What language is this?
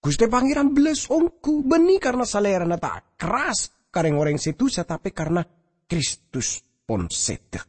Madurese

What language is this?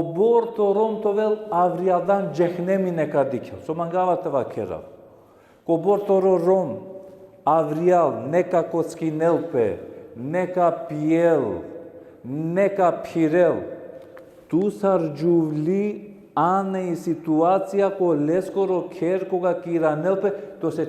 Balkan Romani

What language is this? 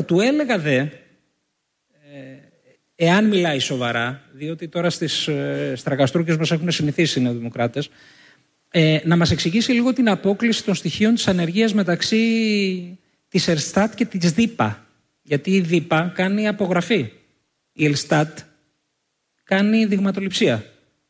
Greek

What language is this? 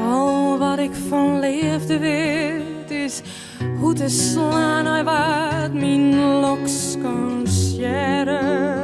Western Frisian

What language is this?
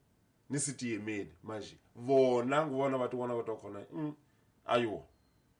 Tsonga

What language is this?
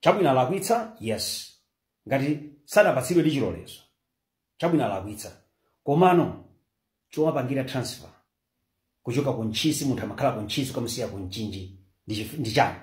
Nyanja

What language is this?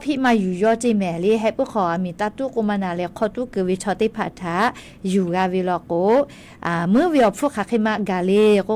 Lahu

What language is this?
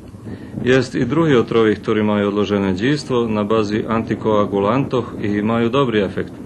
Rusyn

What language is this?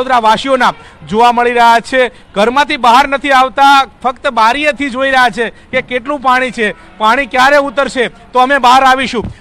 Gujarati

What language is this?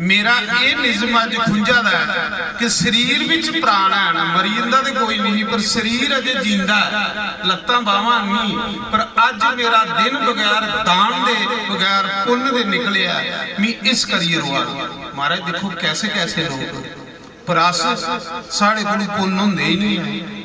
Dogri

